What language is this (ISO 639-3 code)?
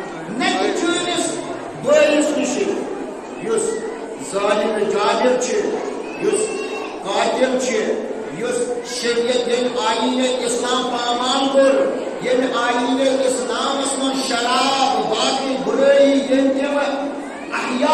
kas